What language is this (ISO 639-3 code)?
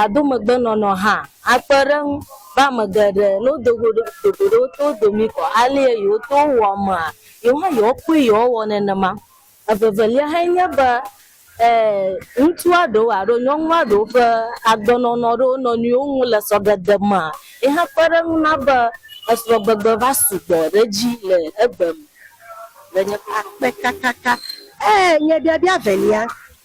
ewe